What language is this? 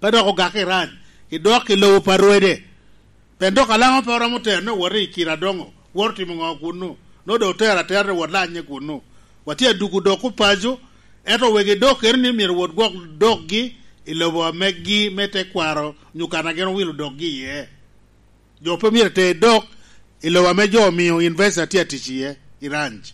Lango (Uganda)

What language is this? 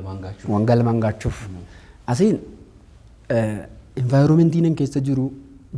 Oromo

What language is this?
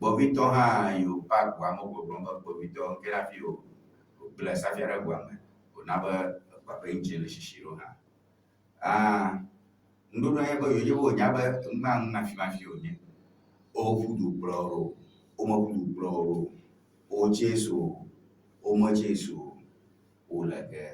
Ewe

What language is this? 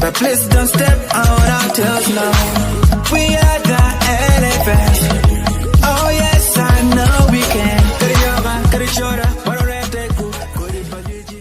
Acoli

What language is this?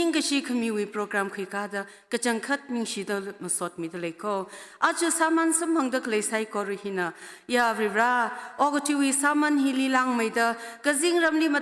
Tangkhul Naga (India)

